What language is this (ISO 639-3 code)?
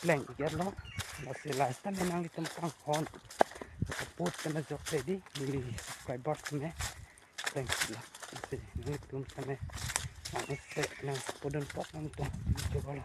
mjw